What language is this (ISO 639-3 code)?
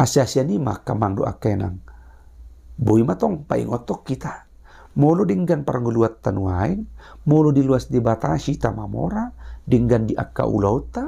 bbc